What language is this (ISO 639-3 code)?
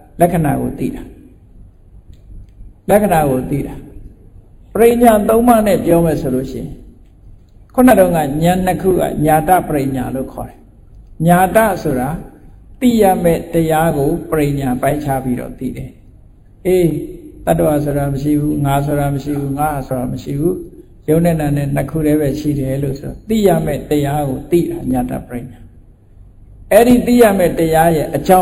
mya